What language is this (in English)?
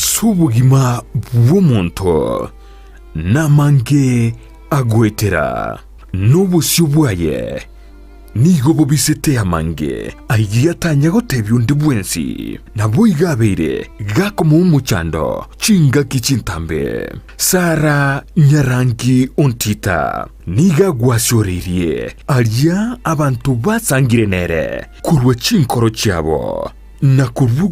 Gusii